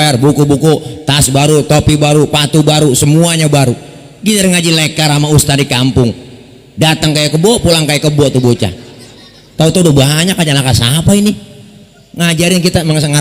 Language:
Betawi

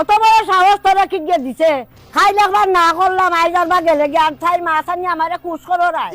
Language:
Sylheti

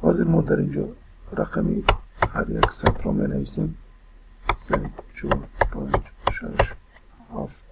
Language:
Tajik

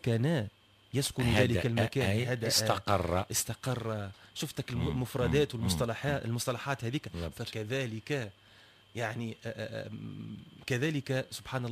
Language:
Tunisian Arabic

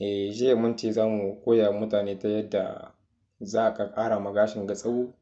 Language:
Hausa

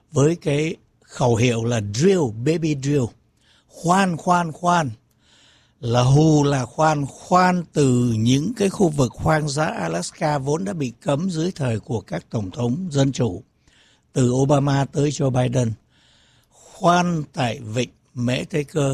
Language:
Vietnamese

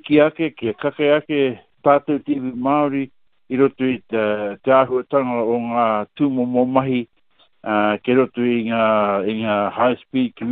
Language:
Māori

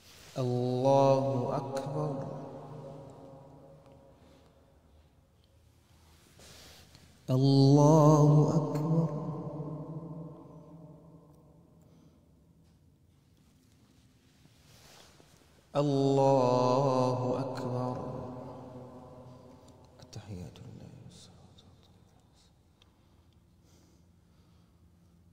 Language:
Arabic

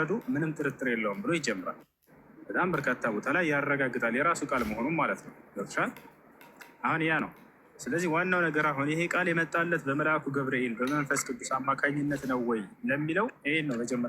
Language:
Amharic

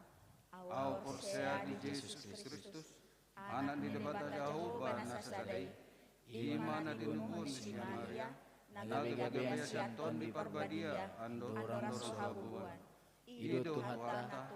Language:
Batak Toba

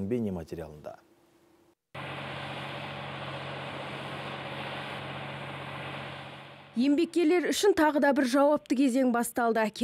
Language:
Kazakh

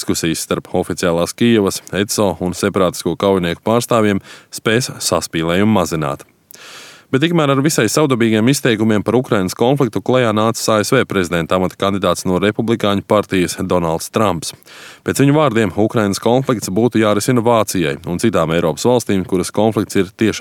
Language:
Latvian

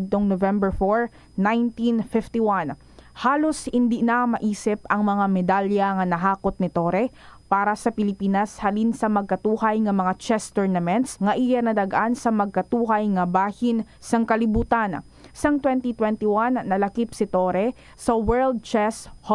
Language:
Hiligaynon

